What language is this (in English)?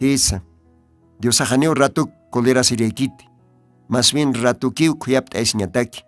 Aymara